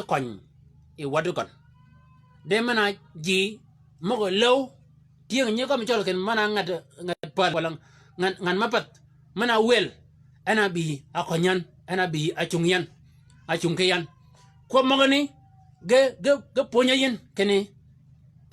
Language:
Shilluk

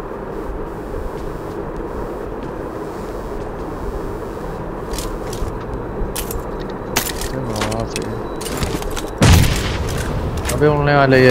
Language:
Hindi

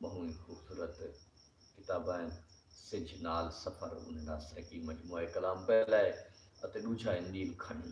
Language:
Saraiki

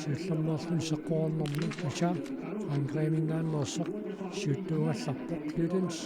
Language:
Kalaallisut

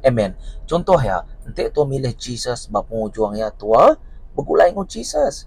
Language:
Iban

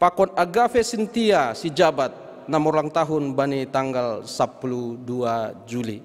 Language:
Batak Simalungun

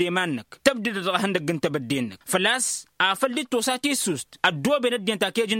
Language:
Tamasheq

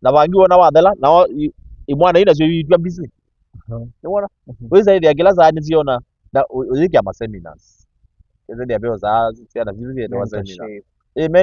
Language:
Kamba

